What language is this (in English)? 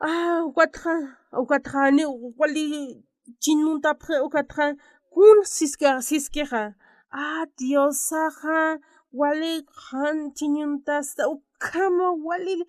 Aymara